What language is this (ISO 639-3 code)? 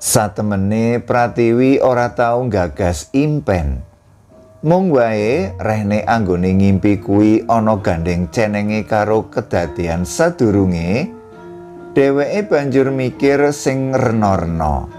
jav